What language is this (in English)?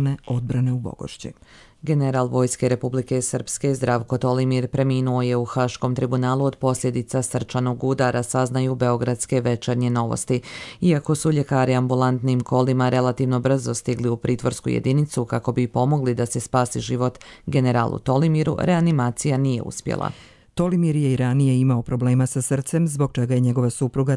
Serbian